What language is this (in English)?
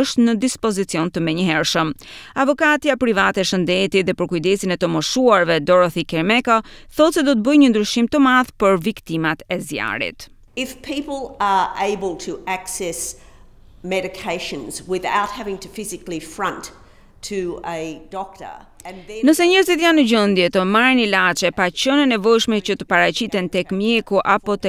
Albanian